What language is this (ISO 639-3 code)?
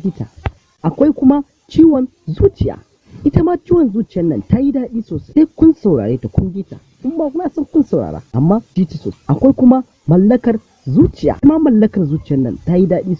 hau